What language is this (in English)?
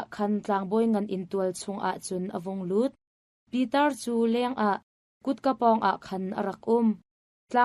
Hakha Chin